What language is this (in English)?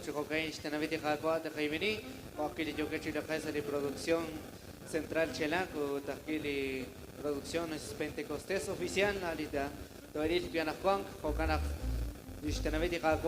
Kekchí